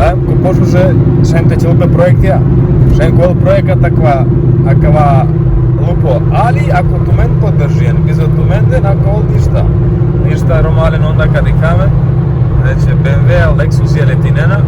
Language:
Romany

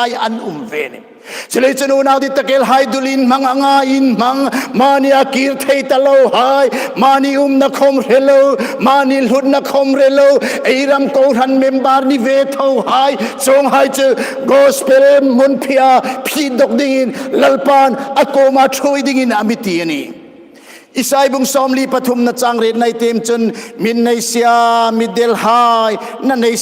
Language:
Hmar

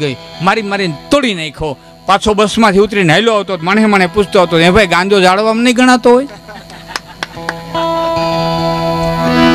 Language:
Gujarati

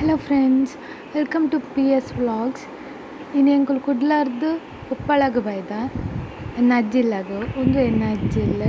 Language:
Tulu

